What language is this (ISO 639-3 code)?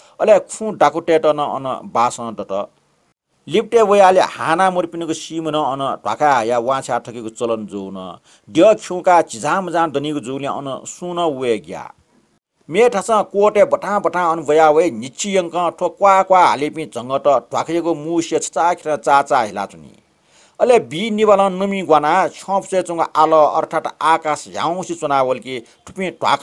new